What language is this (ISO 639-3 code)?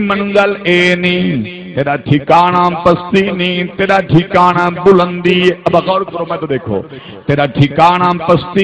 skr